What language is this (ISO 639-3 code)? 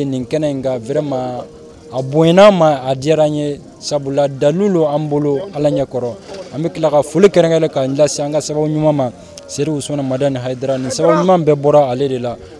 bam